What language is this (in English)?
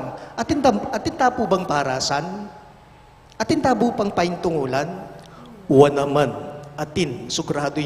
Pampanga